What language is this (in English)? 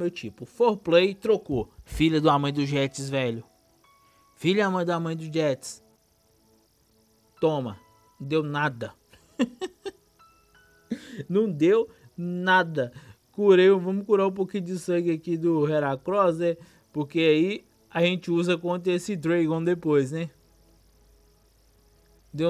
Portuguese